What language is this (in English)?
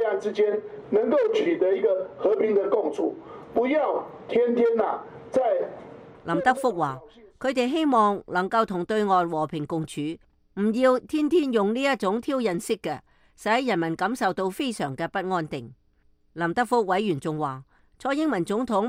Cantonese